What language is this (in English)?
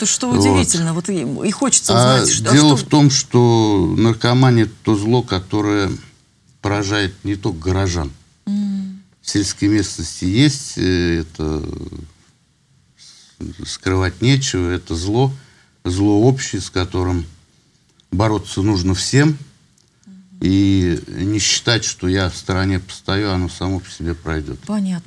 Russian